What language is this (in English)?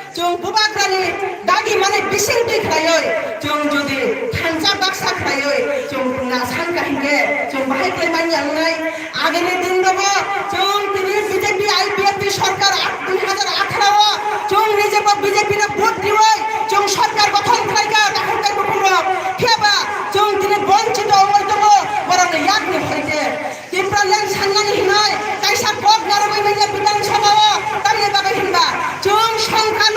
Kok Borok